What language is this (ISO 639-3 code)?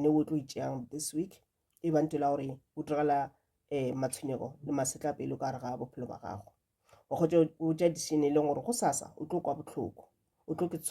nso